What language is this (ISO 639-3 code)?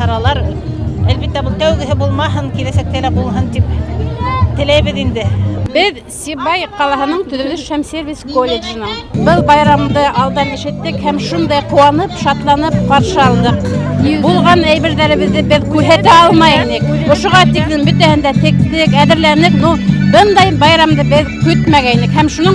bak